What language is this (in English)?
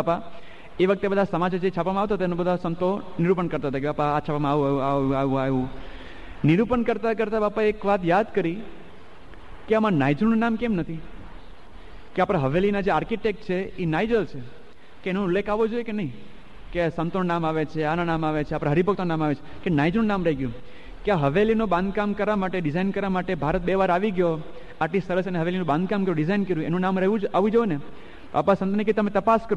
Gujarati